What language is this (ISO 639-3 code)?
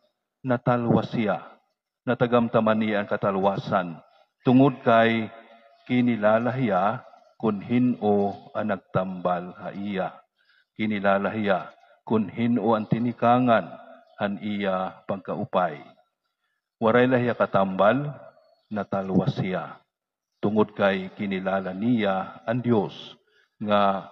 war